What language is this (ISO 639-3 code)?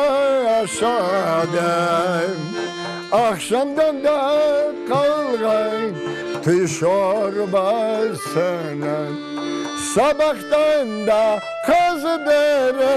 crh